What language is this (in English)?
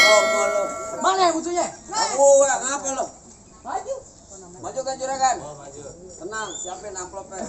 Betawi